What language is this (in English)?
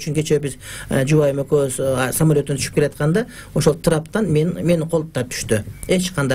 Kyrgyz